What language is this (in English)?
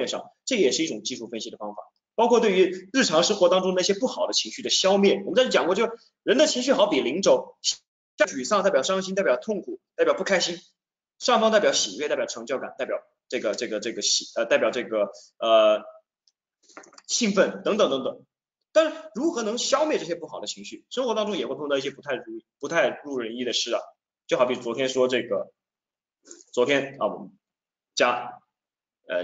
Chinese